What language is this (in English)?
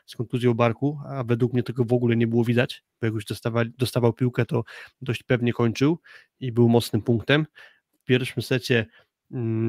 Polish